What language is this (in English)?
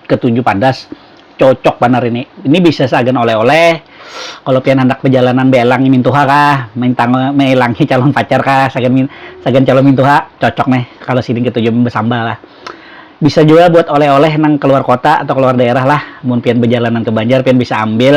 Banjar